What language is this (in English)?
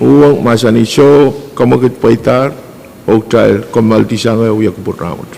Pohnpeian